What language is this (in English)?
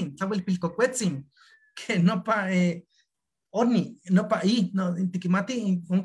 Eastern Huasteca Nahuatl